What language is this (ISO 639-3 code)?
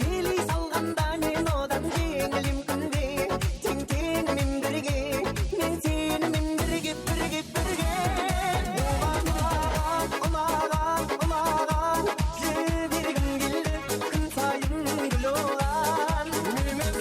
kaa